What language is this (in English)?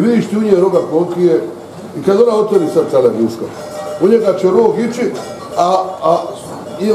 Bosnian